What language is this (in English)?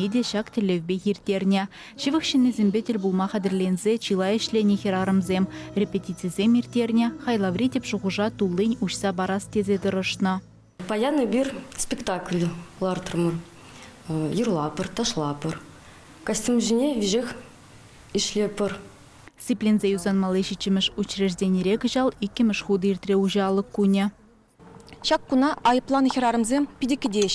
Chuvash